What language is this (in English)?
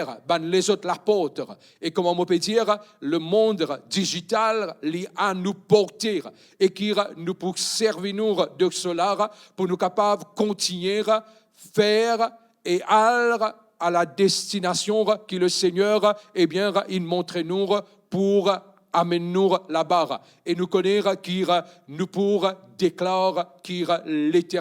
Morisyen